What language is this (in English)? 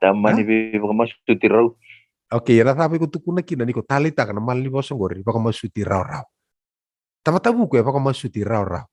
Fijian